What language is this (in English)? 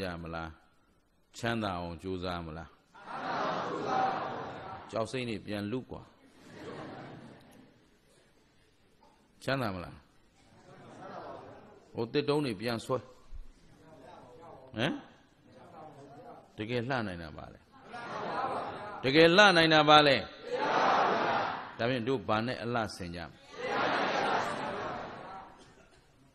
Burmese